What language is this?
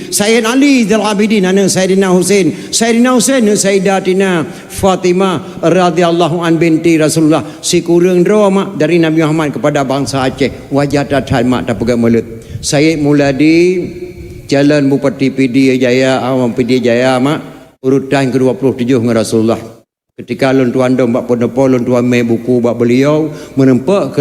Achinese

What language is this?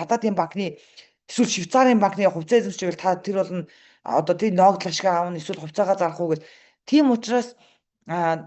Mongolian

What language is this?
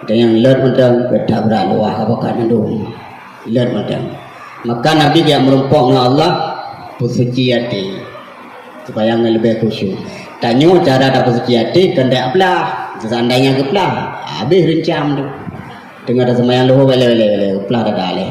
Achinese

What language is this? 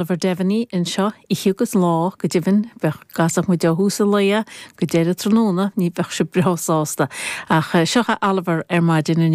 Irish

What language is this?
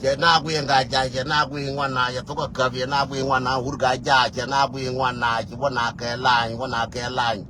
Nuer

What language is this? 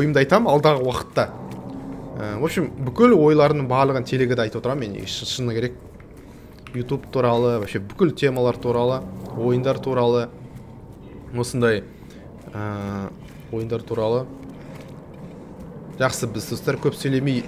Kazakh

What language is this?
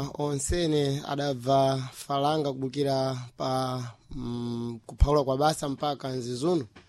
Sena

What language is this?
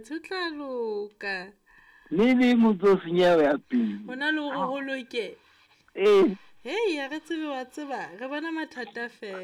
Southern Sotho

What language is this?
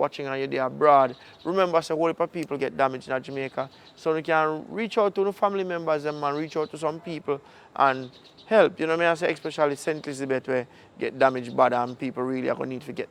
Jamaican Creole English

